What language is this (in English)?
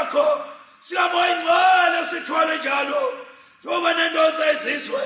Zulu